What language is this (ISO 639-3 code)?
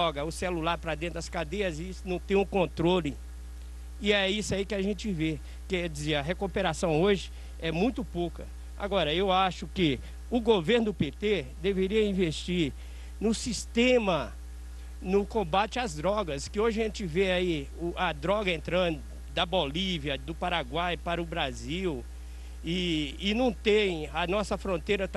por